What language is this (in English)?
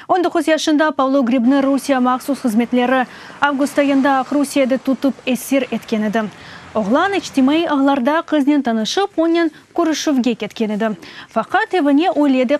Crimean Tatar